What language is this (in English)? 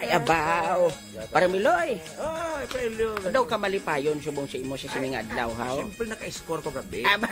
Hiligaynon